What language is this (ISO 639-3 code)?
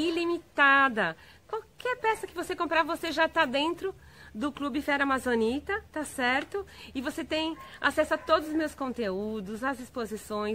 por